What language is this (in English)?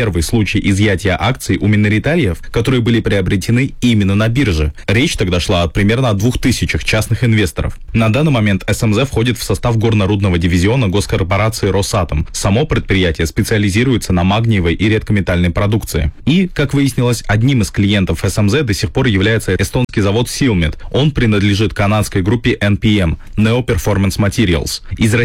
Russian